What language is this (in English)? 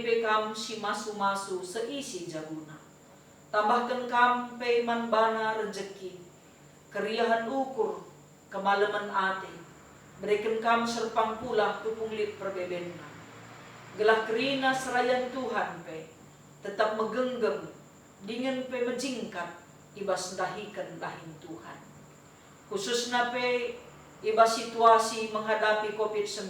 Batak Karo